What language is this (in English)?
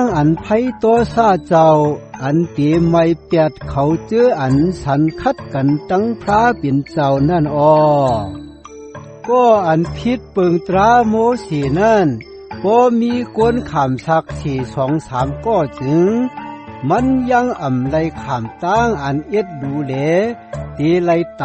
Shan